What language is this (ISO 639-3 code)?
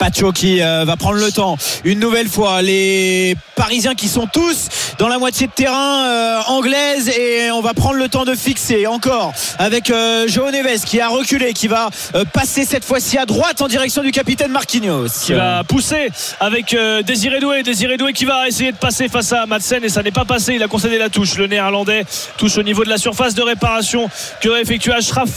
fra